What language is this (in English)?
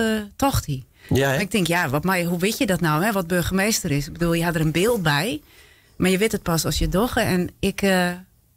Western Frisian